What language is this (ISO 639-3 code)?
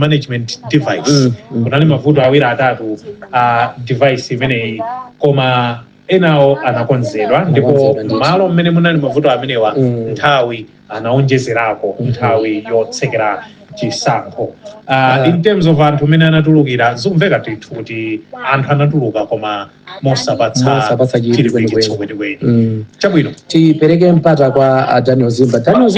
nya